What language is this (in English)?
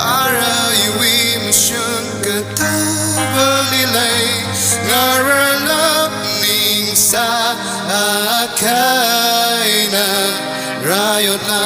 Tangkhul Naga (India)